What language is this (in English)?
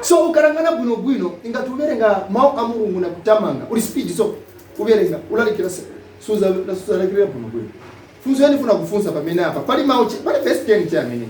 Nyanja